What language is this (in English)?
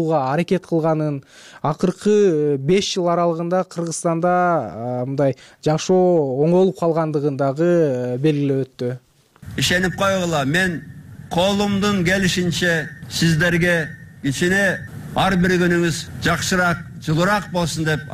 Kyrgyz